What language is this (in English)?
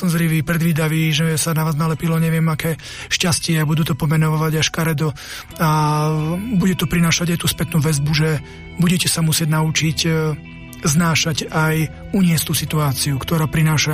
Slovak